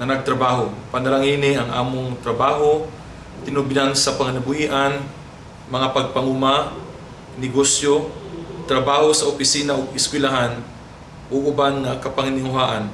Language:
Cebuano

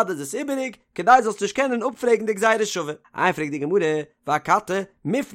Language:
Yiddish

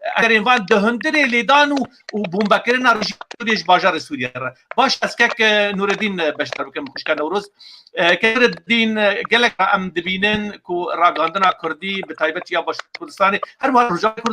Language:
Kurdish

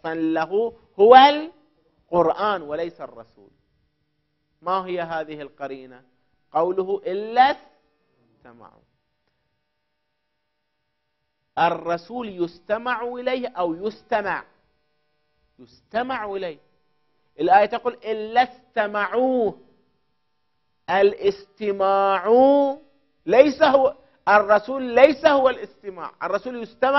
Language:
Arabic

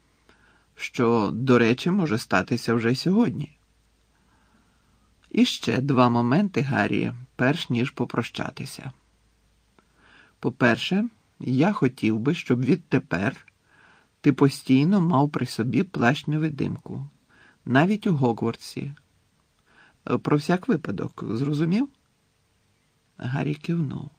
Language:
Ukrainian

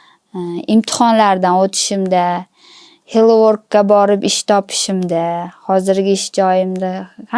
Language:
Uzbek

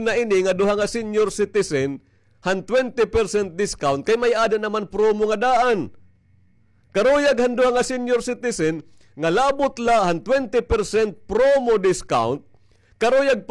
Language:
Waray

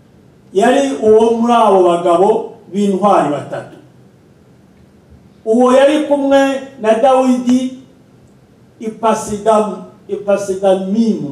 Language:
Kinyarwanda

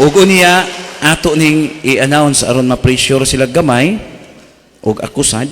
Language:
Cebuano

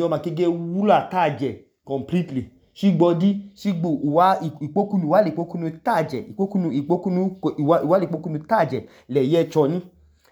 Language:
Idoma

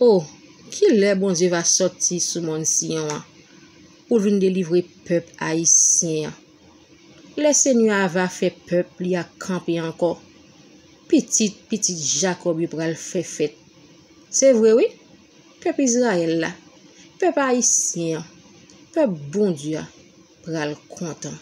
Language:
Haitian Creole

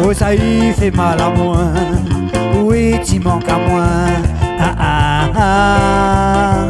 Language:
Réunion Creole French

